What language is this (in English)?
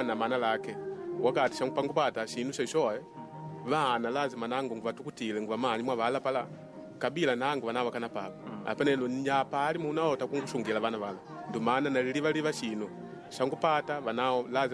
Makonde